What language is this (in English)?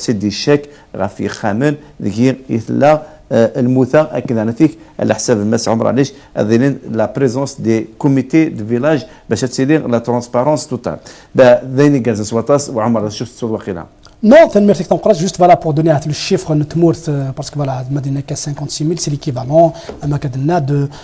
Kabyle